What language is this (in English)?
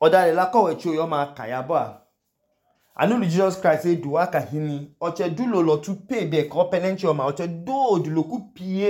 Idoma